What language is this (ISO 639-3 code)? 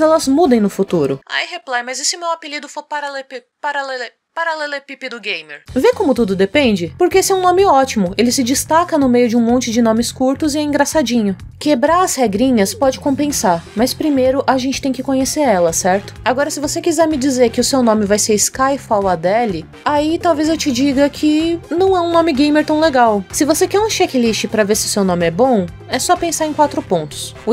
por